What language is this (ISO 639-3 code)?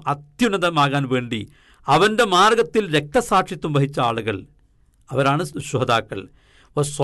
mal